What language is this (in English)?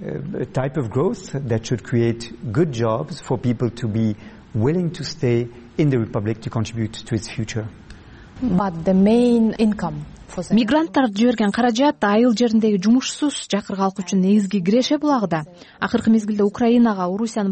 Kyrgyz